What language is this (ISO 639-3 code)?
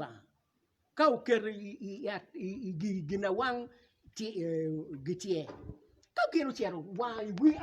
ach